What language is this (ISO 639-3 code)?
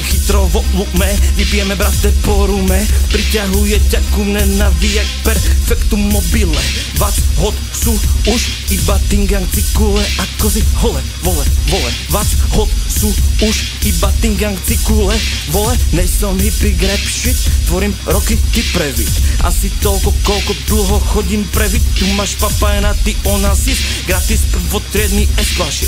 slk